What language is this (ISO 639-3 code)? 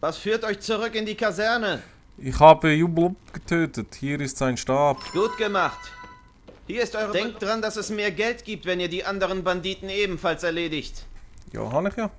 gsw